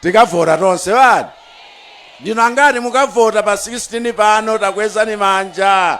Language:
Nyanja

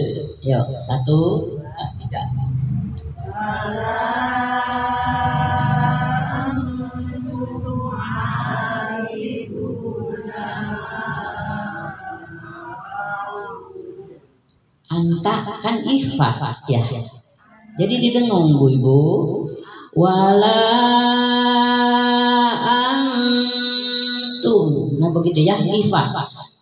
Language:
Indonesian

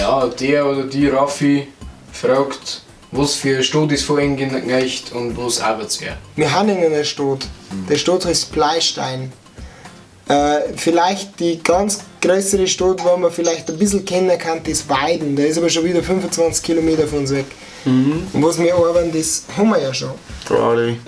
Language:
Bavarian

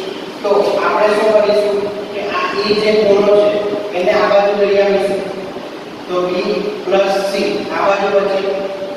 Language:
Gujarati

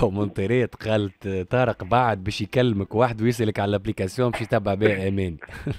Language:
Tunisian Arabic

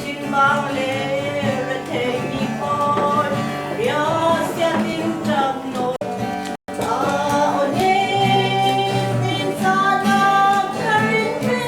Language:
Falam Chin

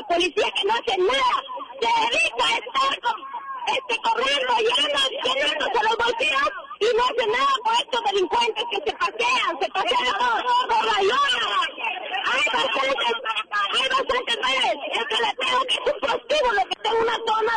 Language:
Spanish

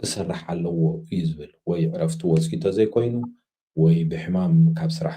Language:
Tigrinya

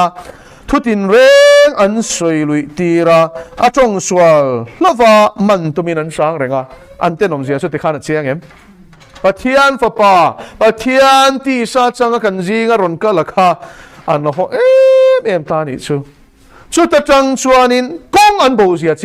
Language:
Mizo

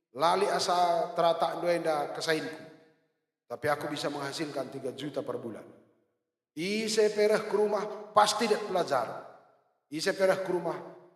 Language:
Batak Karo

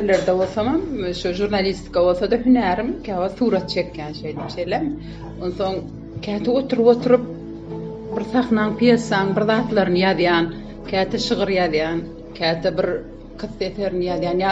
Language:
Turkmen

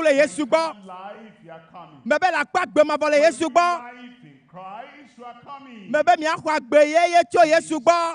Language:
Ewe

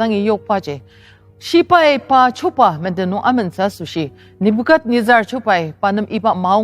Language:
Ao Naga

